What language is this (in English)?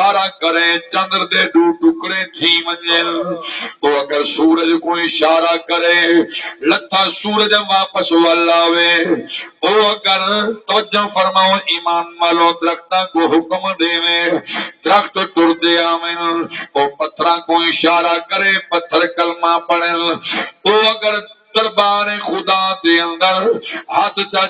Saraiki